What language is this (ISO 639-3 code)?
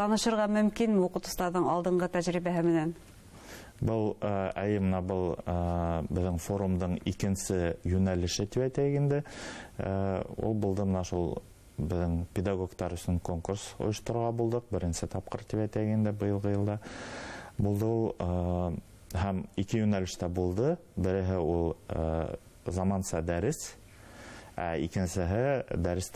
bak